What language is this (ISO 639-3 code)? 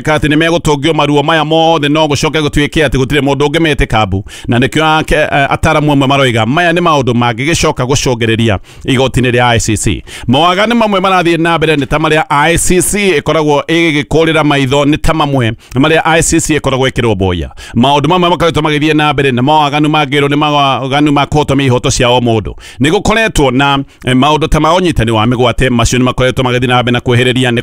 kik